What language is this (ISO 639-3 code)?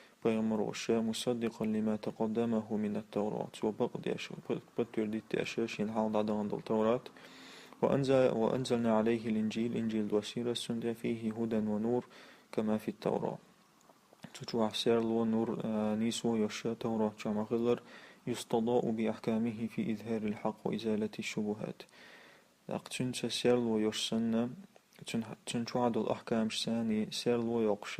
che